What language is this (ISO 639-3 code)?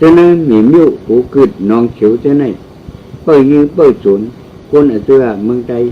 shn